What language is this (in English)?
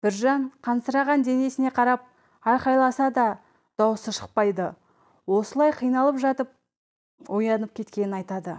Kazakh